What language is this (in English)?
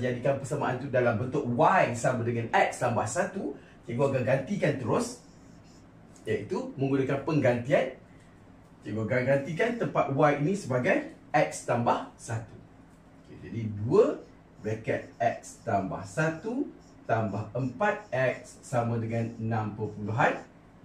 Malay